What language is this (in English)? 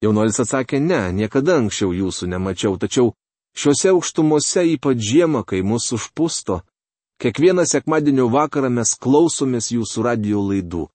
Lithuanian